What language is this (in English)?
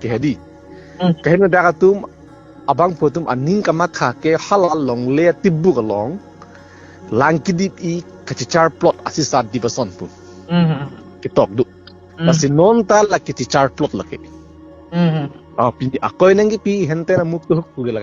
Karbi